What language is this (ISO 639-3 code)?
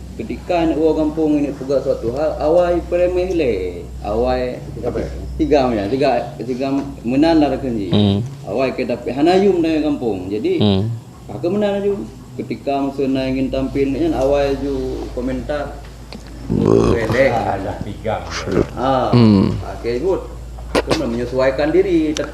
ace